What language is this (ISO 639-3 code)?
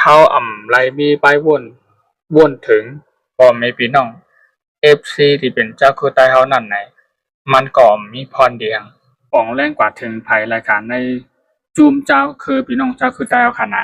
shn